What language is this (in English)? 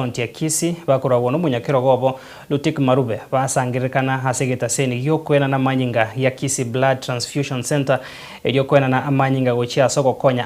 Gusii